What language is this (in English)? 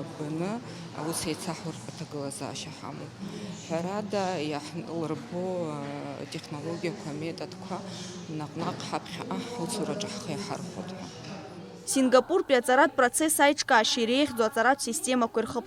Abkhazian